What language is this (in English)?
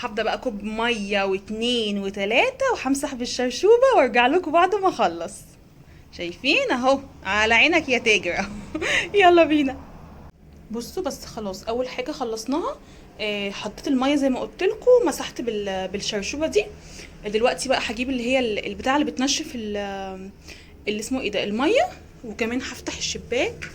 Egyptian Arabic